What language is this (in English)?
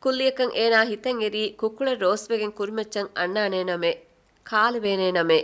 Divehi